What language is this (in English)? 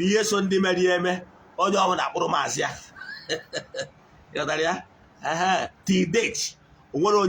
Igbo